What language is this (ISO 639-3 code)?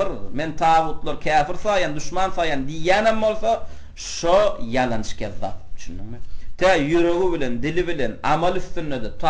tuk